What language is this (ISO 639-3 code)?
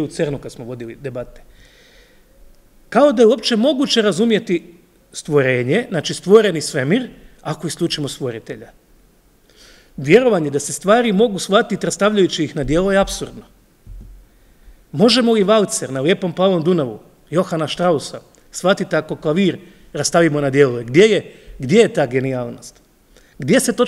hrv